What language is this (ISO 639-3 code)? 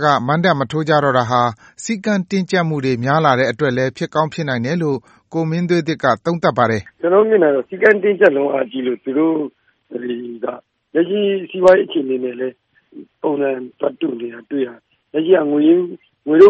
mya